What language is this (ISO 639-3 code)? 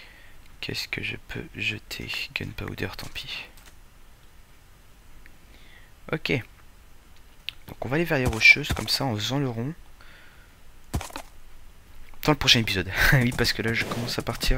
fra